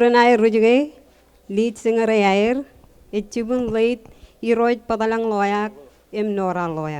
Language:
Marshallese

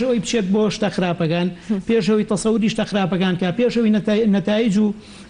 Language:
Central Kurdish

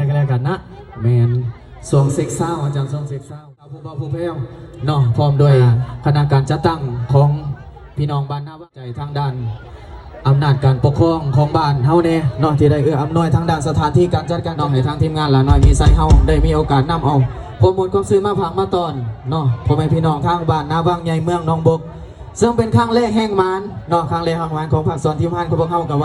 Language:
Lao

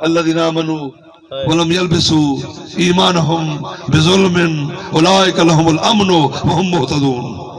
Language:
Saraiki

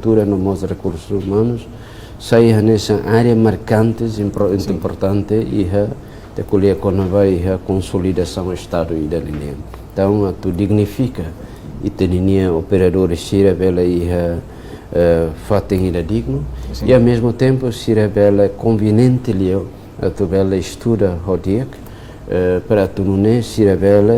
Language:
Tetum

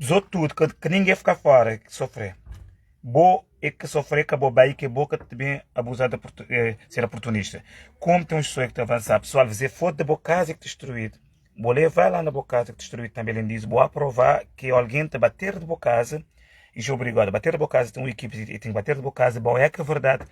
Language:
Kabuverdianu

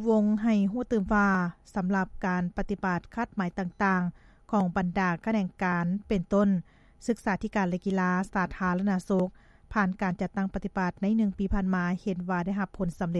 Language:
Lao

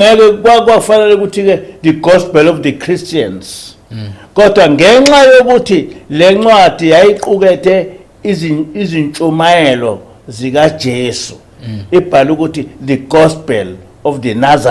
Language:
Zulu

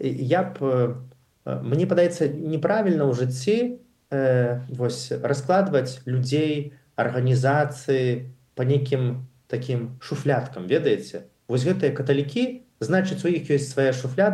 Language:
Belarusian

